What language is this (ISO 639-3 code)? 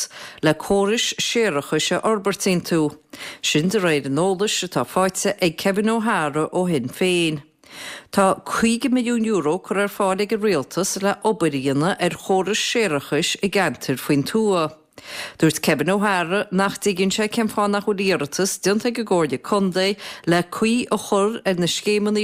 gle